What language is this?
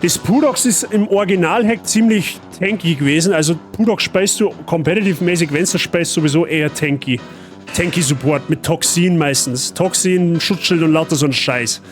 Bavarian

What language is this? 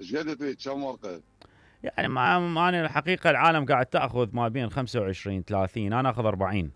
Mesopotamian Arabic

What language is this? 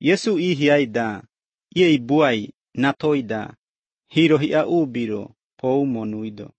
Lithuanian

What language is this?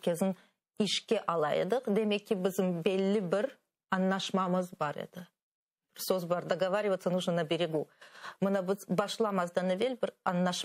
Crimean Tatar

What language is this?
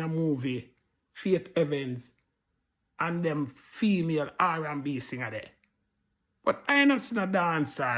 Jamaican Creole English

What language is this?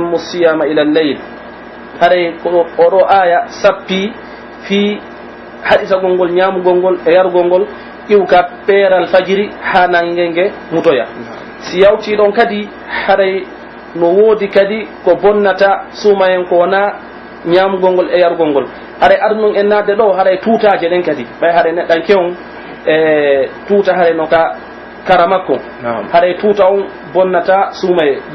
Pular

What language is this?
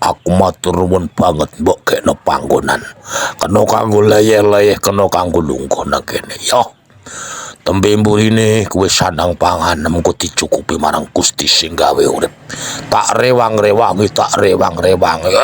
Javanese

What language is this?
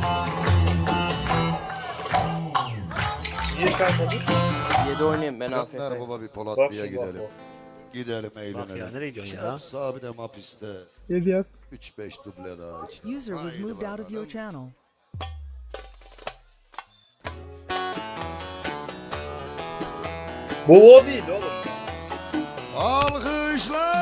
Turkish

